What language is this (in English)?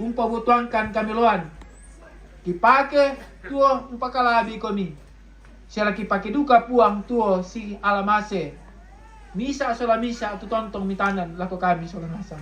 Toraja-Sa'dan